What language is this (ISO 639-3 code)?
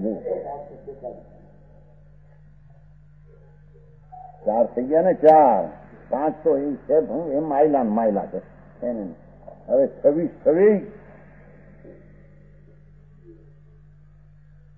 guj